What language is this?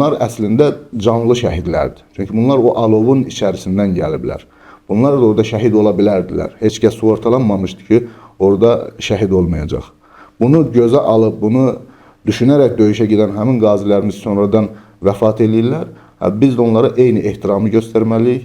Azerbaijani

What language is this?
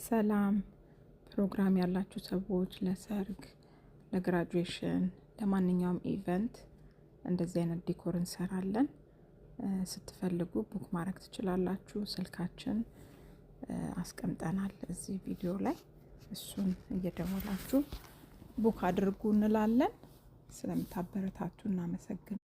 Amharic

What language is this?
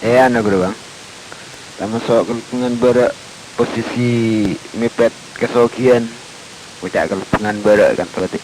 Madurese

